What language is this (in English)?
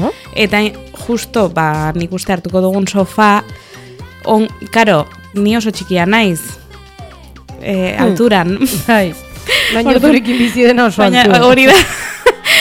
Basque